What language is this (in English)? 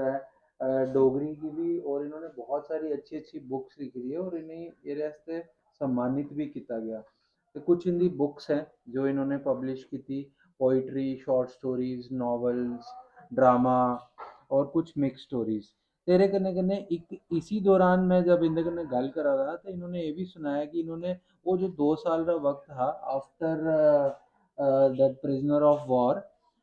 Dogri